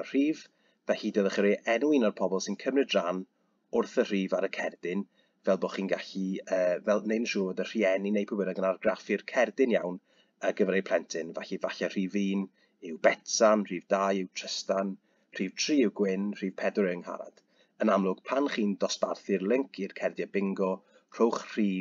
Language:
Welsh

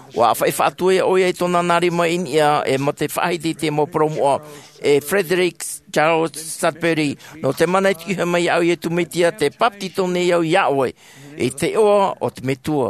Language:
Tahitian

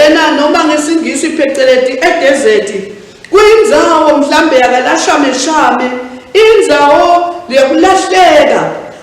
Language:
Swati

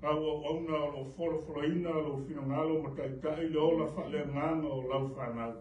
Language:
Samoan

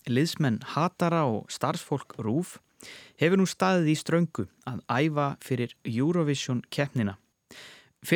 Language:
Icelandic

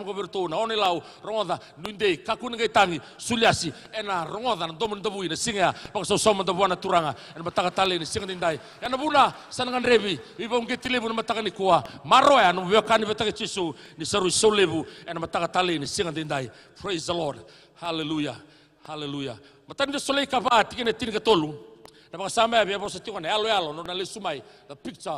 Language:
Fijian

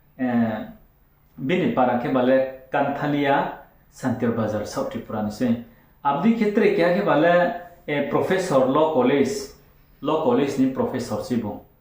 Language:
Riang (India)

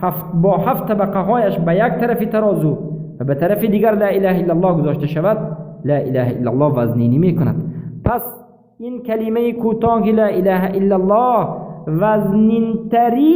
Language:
Persian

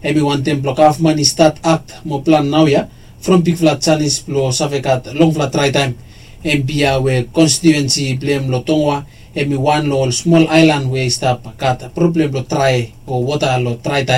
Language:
Bislama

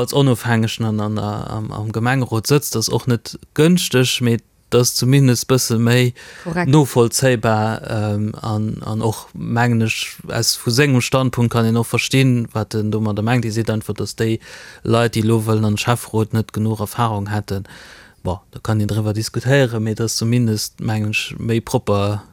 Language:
Luxembourgish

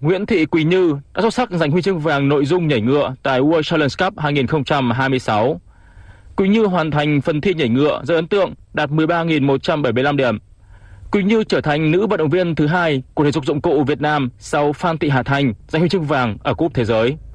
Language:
Vietnamese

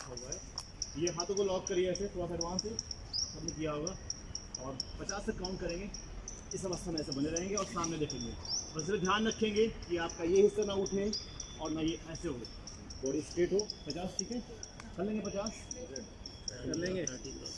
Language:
Hindi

